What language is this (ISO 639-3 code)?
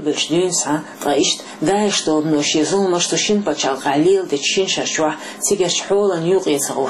che